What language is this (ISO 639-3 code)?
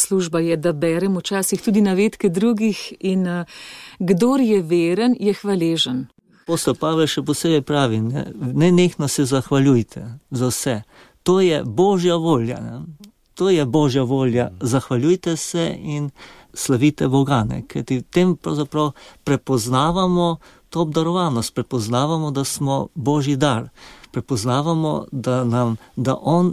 slv